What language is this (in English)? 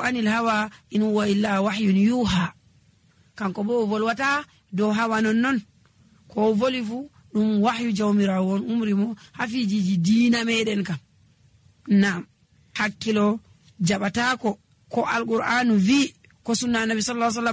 Nigerian Fulfulde